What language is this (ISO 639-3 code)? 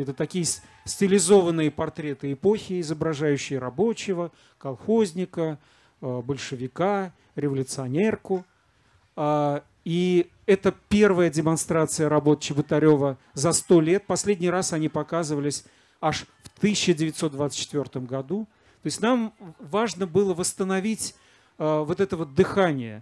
rus